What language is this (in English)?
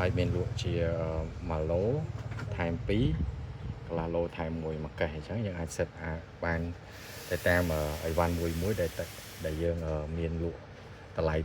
Khmer